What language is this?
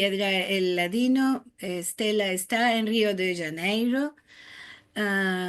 Ladino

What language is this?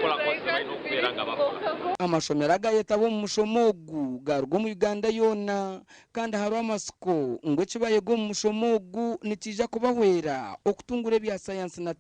Nyankole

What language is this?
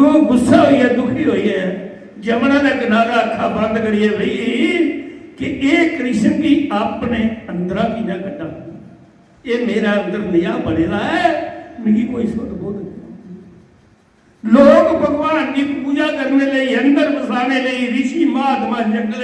Dogri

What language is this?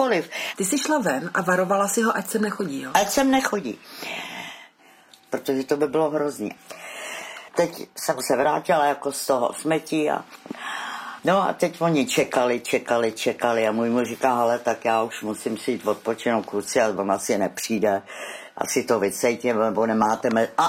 Czech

